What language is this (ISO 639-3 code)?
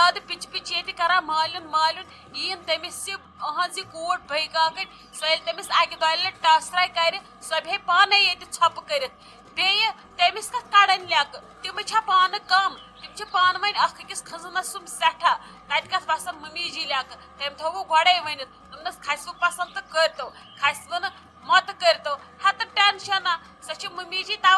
kas